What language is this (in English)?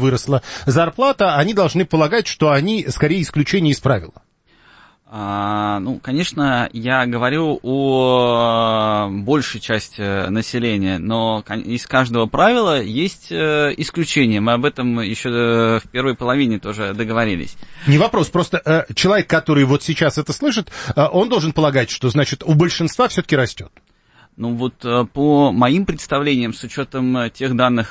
Russian